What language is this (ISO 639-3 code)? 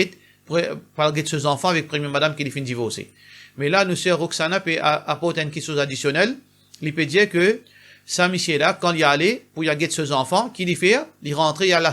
mfe